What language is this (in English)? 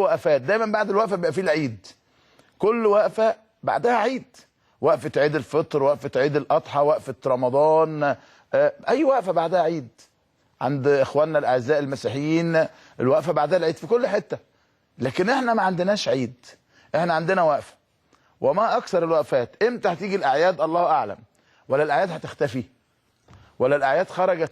Egyptian Arabic